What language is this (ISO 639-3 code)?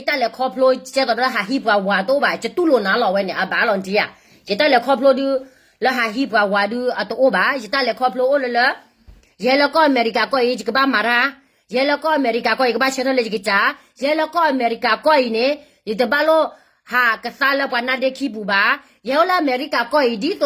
ksw